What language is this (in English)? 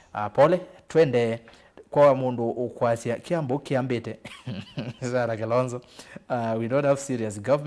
Kamba